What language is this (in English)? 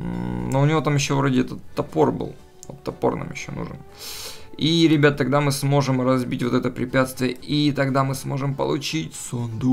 Russian